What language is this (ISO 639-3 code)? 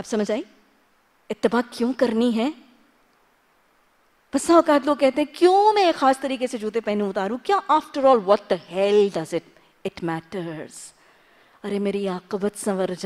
urd